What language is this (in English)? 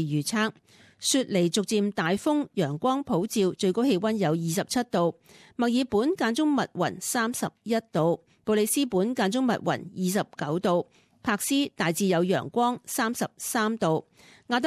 Cantonese